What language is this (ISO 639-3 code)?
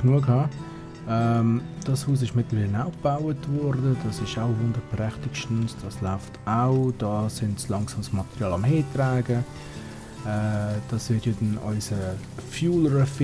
gsw